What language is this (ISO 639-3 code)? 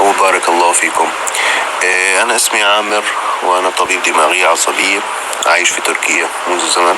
apc